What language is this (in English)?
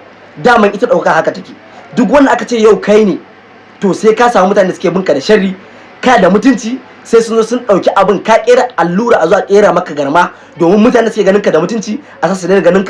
Hausa